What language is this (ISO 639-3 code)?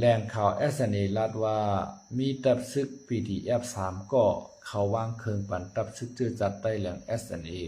shn